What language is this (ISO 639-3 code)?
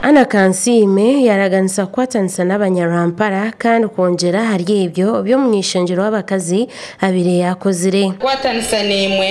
nyn